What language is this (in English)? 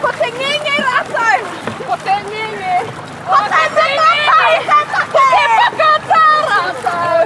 Māori